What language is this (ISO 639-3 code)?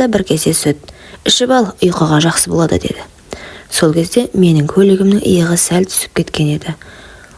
kaz